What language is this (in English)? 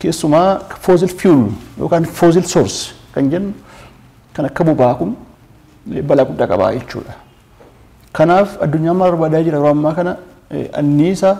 Oromo